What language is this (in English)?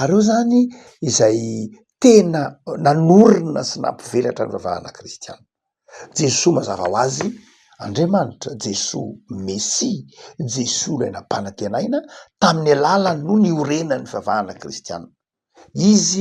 Malagasy